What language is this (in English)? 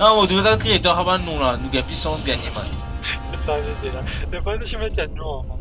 Morisyen